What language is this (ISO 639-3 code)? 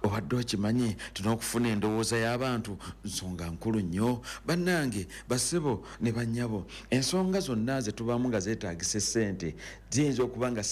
lug